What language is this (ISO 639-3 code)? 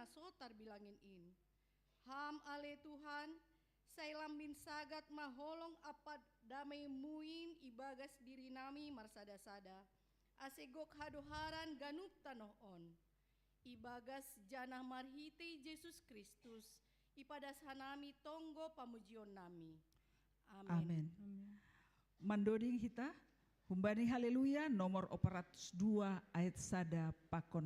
bts